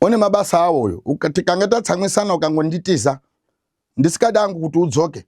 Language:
Shona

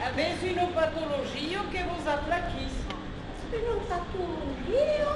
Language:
Occitan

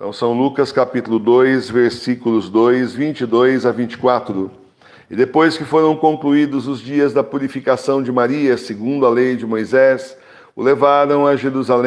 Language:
Portuguese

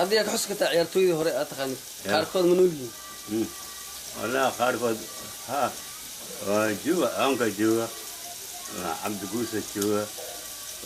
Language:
Somali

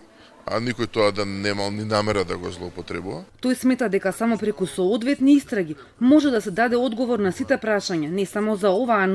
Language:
Macedonian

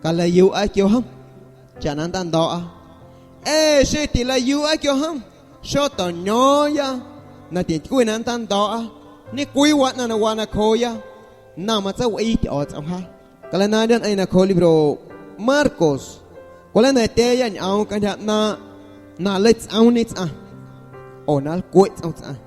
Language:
Guerrero Amuzgo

